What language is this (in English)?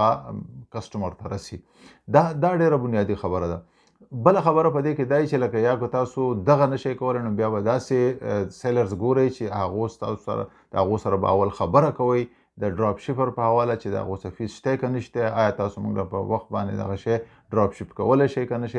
Pashto